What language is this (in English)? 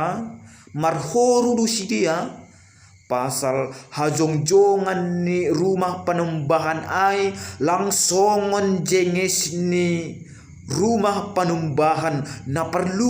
Batak Simalungun